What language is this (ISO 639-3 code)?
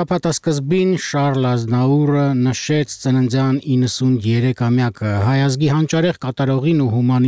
hye